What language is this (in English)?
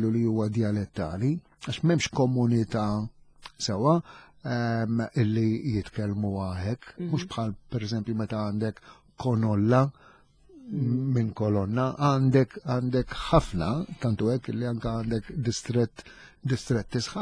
Maltese